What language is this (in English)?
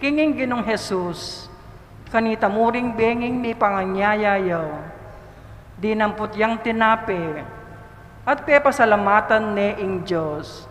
Pampanga